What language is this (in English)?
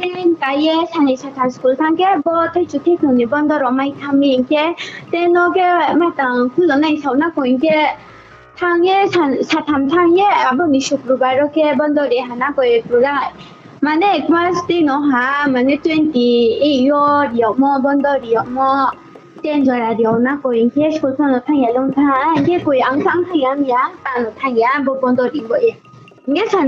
Riang (India)